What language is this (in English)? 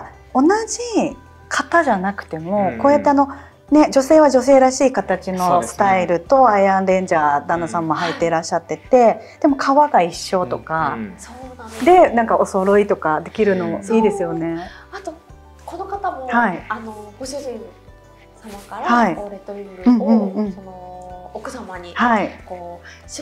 Japanese